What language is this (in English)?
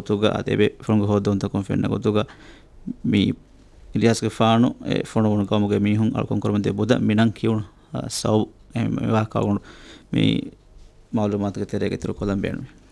Divehi